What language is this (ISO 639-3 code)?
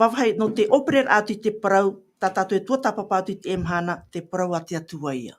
tah